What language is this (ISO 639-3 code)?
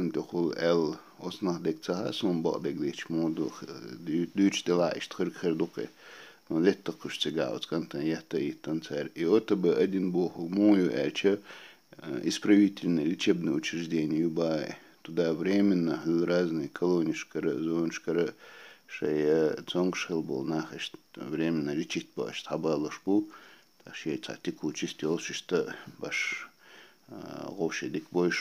che